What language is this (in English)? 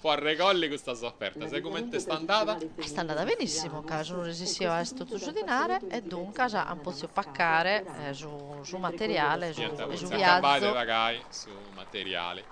Sardinian